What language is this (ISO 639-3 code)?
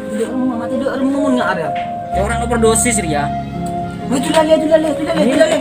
mad